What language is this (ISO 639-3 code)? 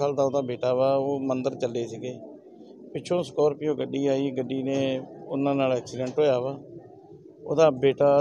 pan